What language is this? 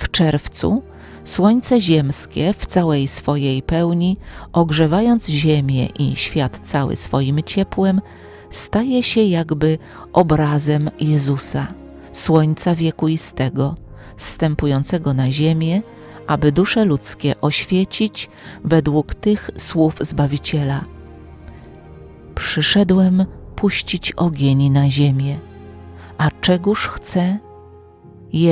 Polish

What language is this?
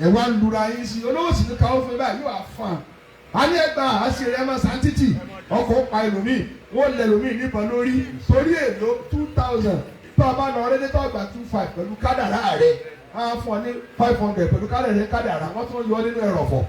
Yoruba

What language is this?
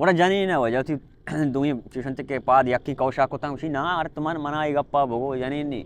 Baluchi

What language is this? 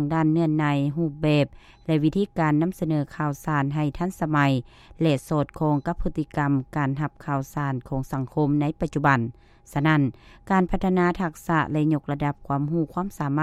Lao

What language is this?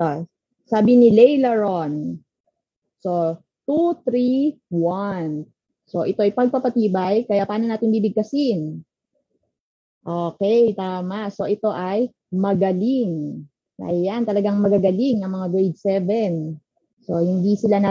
Filipino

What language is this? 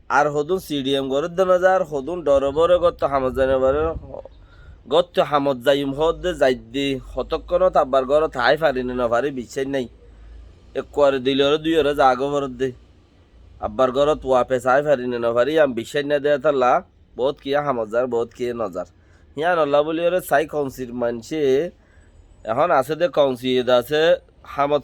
Rohingya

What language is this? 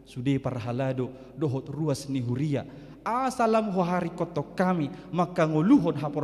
Batak Toba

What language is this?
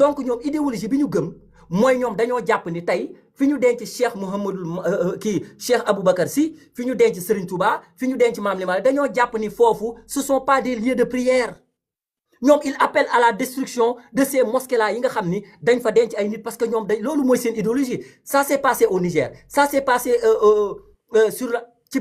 Wolof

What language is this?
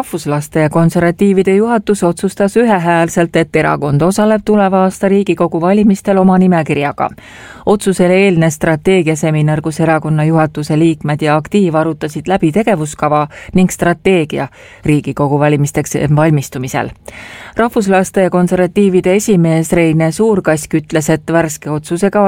Estonian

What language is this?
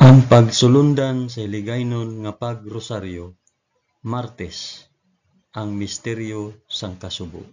Hiligaynon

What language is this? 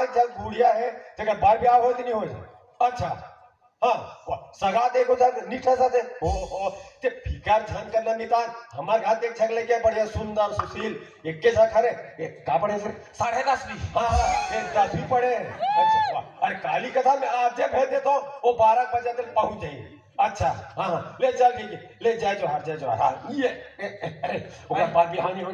Chhattisgarhi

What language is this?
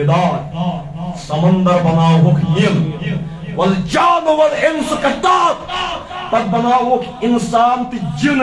Kashmiri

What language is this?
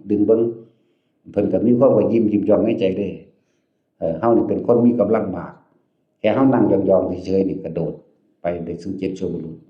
Northeastern Thai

